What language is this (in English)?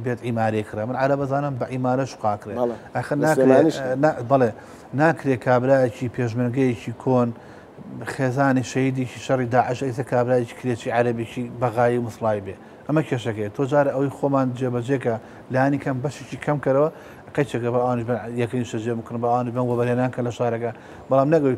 Central Kurdish